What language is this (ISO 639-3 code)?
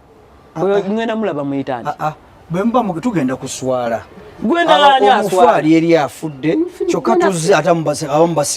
lug